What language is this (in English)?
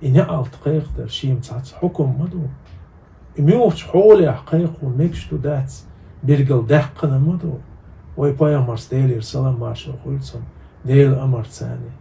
Chechen